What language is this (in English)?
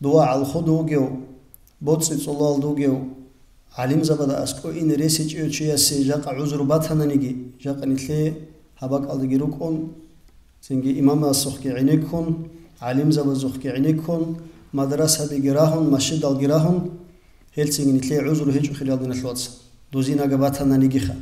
Avaric